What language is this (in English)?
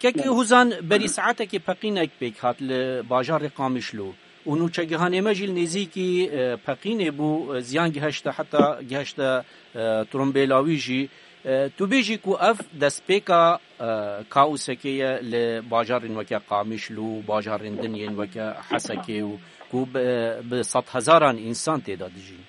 Kurdish